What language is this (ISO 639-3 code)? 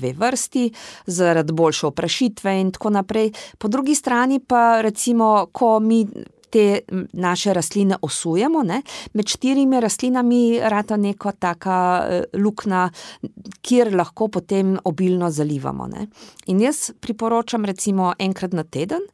slv